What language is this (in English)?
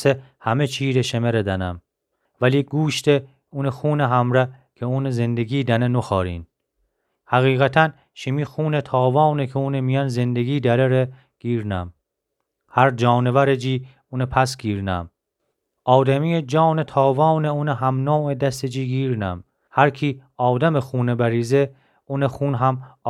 Gilaki